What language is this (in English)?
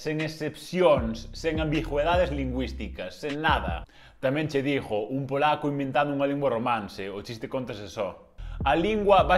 Galician